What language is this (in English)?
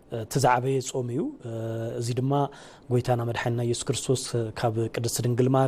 Tigrinya